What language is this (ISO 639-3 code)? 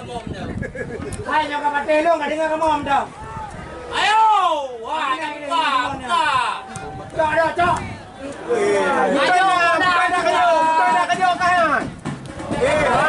ace